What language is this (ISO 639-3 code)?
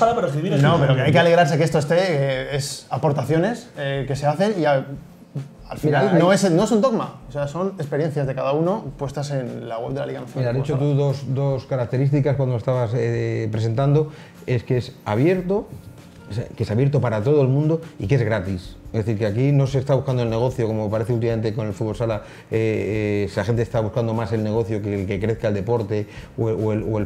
spa